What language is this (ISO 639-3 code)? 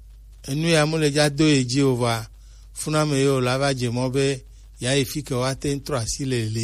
gej